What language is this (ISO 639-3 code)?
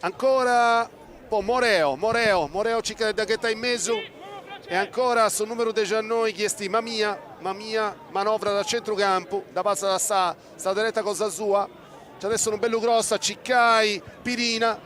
srd